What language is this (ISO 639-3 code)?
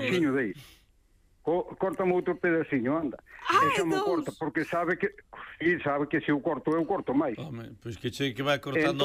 glg